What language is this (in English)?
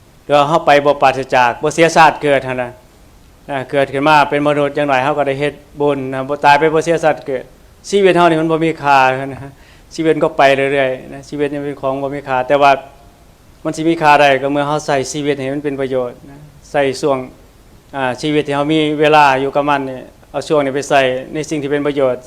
Northeastern Thai